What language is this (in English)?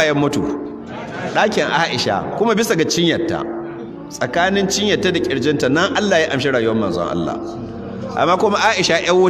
Hausa